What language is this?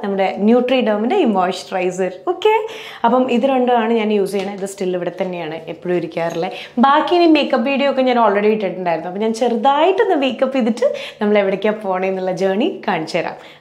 Malayalam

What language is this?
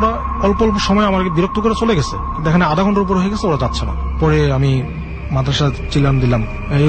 Bangla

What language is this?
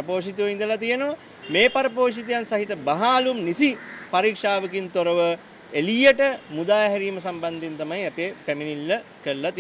Sinhala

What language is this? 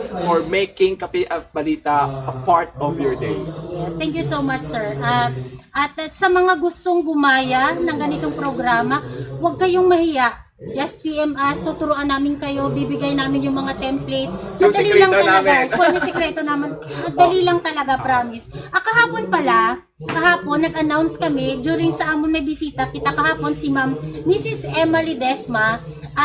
Hiligaynon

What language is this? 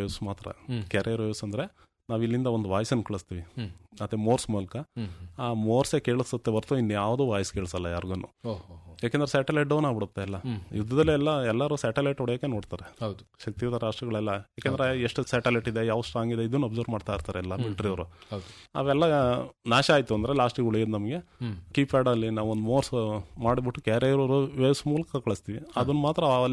Kannada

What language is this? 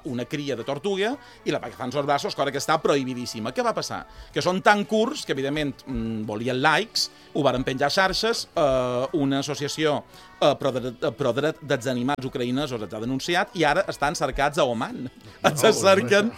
Catalan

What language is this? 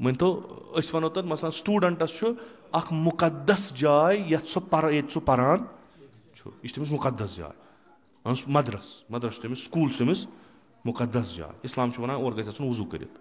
Kashmiri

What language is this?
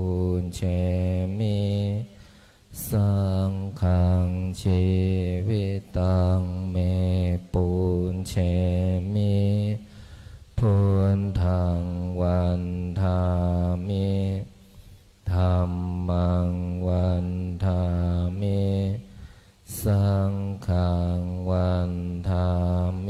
Pali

